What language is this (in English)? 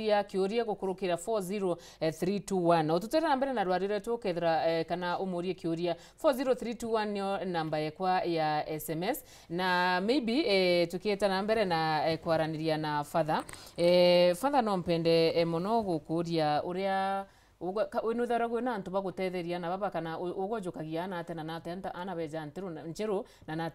Meru